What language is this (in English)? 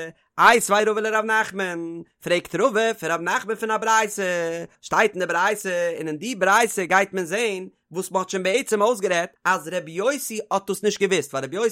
Yiddish